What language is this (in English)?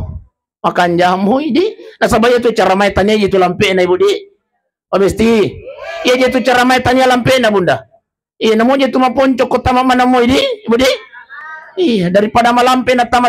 Buginese